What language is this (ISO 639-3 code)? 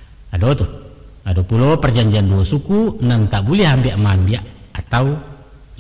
min